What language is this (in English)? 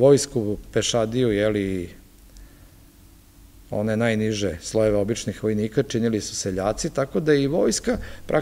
Serbian